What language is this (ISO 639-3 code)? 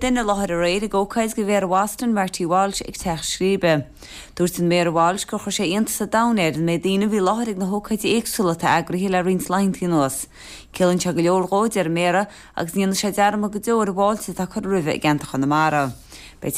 gle